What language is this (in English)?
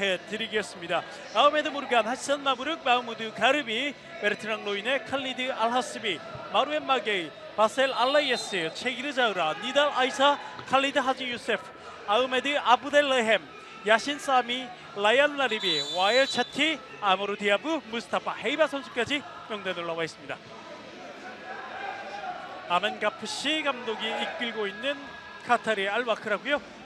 Korean